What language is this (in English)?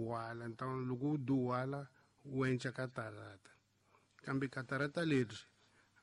Tsonga